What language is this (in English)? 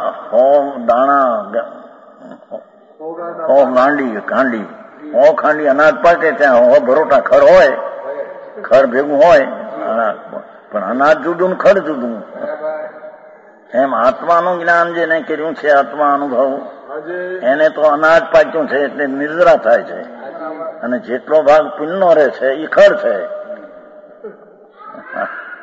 Gujarati